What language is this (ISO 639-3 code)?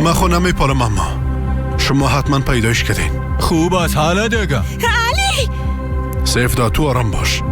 fas